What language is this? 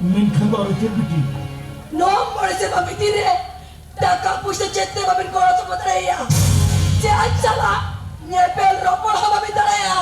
Santali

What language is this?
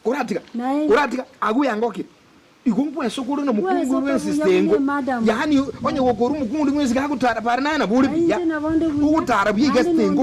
Gusii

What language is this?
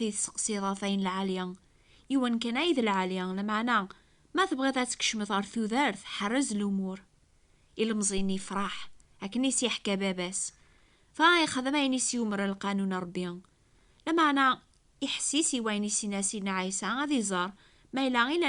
Kabyle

